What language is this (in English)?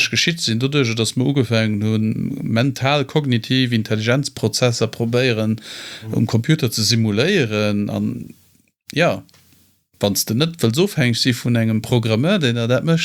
Luxembourgish